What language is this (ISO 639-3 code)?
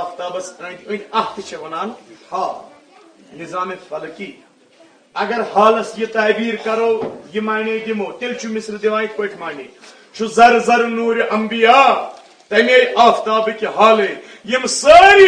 kas